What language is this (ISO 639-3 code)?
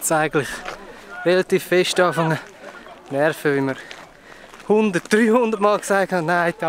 gsw